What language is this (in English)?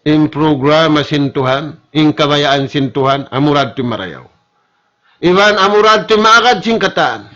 Tausug